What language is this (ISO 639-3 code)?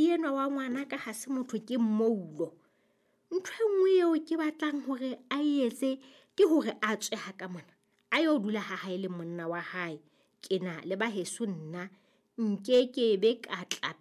sot